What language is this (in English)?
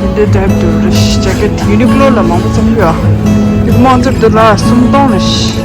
Tibetan